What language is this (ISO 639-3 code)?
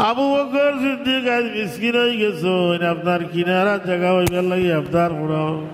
syl